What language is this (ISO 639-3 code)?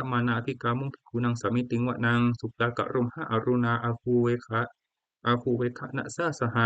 pli